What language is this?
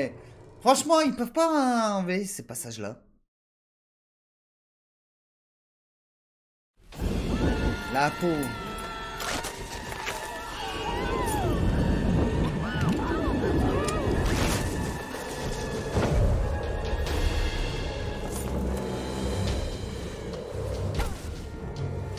French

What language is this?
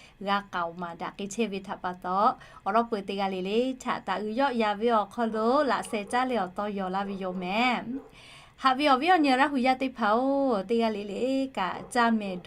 Lahu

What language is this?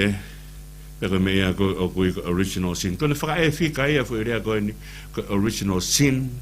Tongan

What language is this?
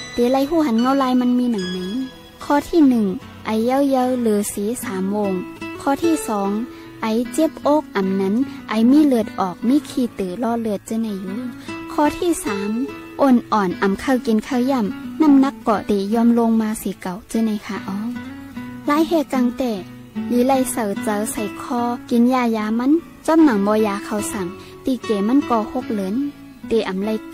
Shan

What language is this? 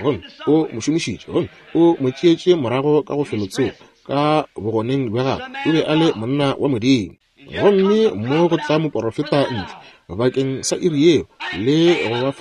Northern Sotho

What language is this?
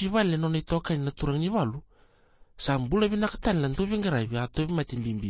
Fijian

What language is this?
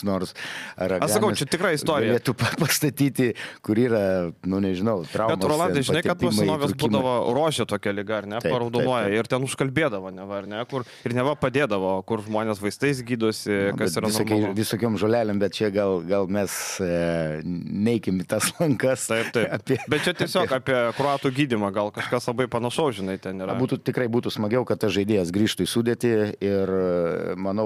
Lithuanian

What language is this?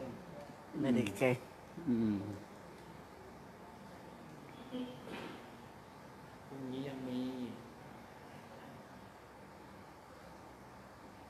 Thai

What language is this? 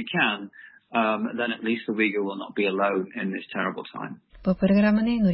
Uyghur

